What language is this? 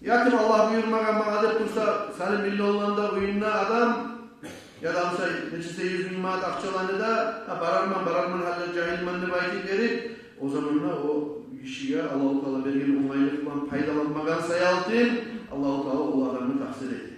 Kumyk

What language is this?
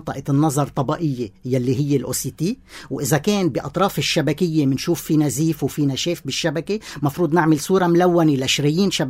North Levantine Arabic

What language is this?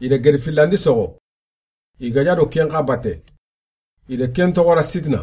Soninke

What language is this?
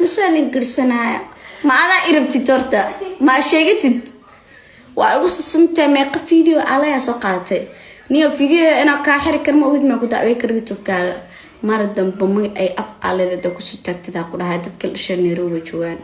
Somali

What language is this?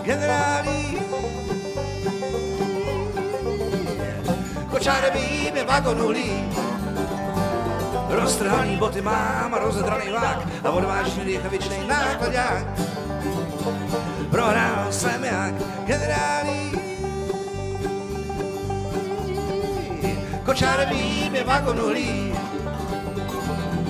Czech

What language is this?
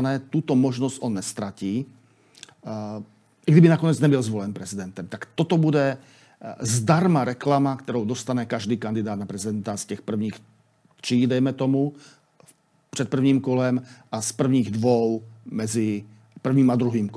Czech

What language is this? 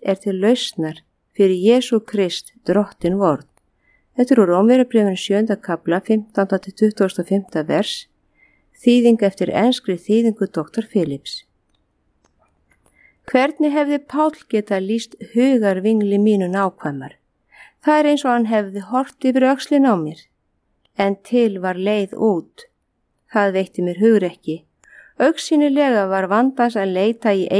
Icelandic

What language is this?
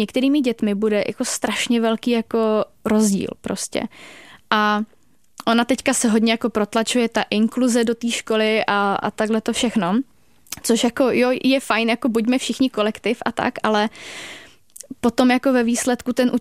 Czech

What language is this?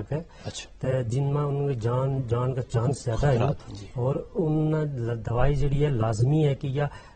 Gujari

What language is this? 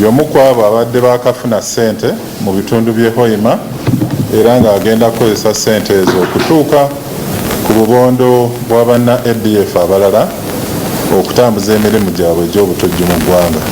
Ganda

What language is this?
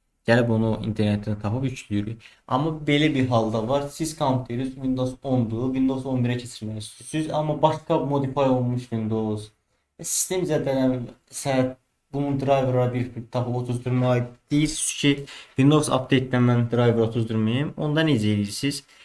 Azerbaijani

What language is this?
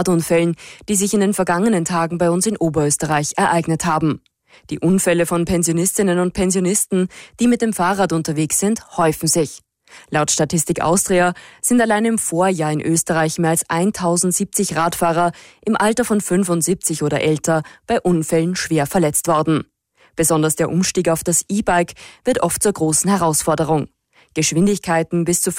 German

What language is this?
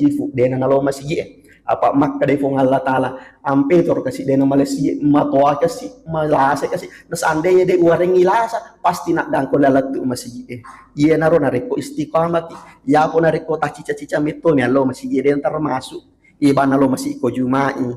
Buginese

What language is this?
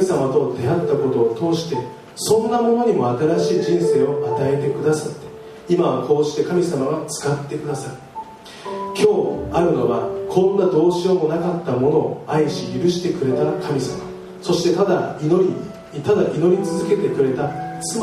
Japanese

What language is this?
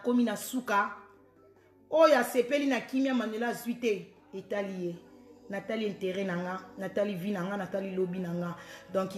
Lingala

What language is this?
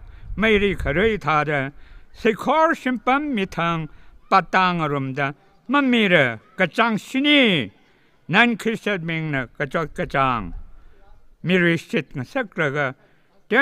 Tangkhul Naga (India)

